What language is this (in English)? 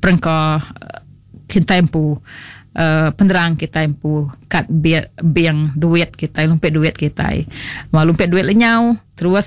Iban